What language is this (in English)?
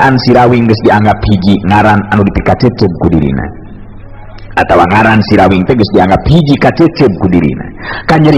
Sundanese